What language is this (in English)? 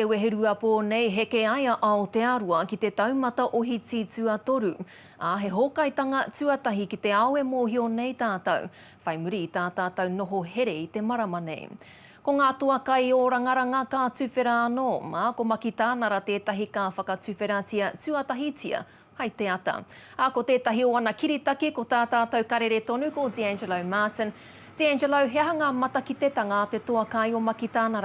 Māori